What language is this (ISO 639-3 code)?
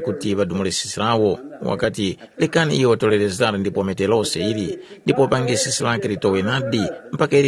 tum